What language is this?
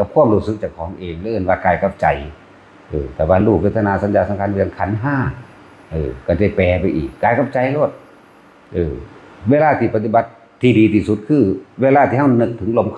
Northeastern Thai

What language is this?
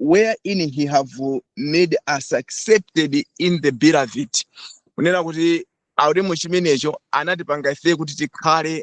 Nyanja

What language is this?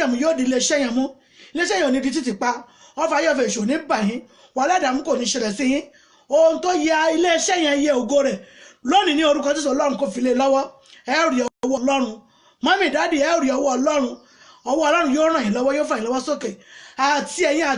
Yoruba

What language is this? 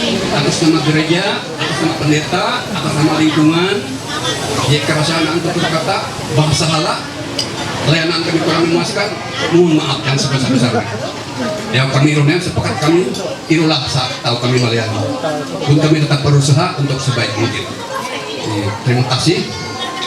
Ma'anyan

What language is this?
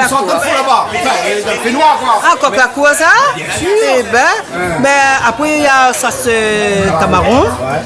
Réunion Creole French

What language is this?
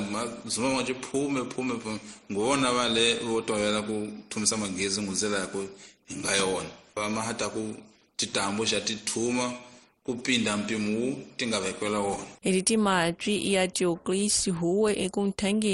Tsonga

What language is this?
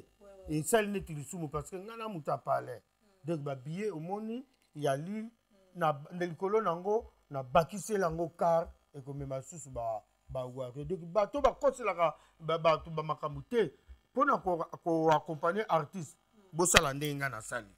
Lingala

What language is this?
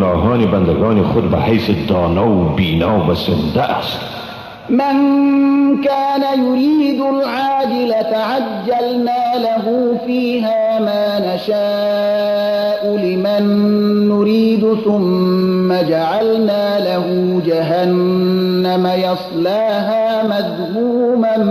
Persian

